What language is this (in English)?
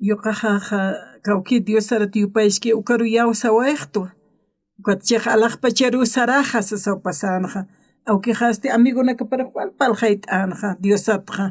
Aymara